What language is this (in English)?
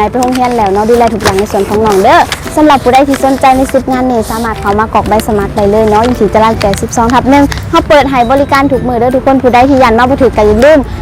Northeastern Thai